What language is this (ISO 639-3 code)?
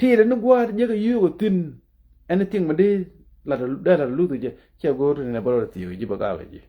nus